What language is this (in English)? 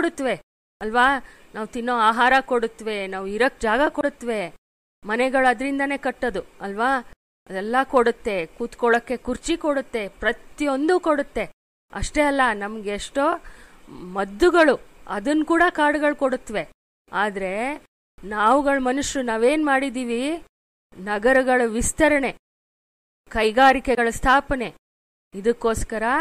Kannada